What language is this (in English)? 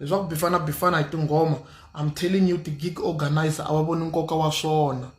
Tsonga